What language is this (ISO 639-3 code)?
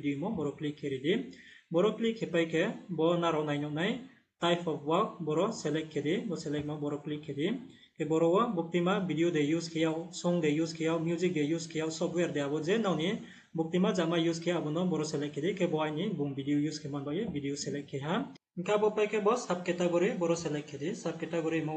ria